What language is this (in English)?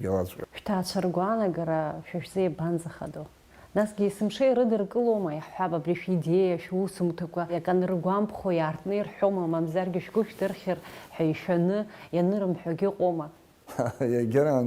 Abkhazian